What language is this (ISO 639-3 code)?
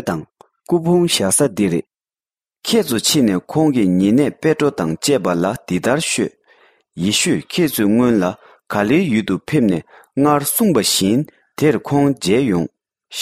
bod